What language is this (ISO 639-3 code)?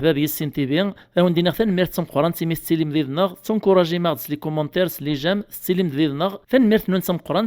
kab